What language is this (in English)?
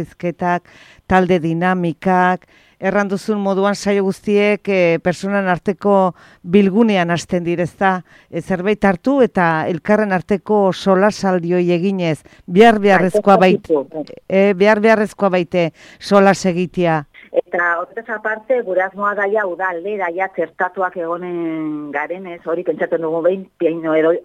Basque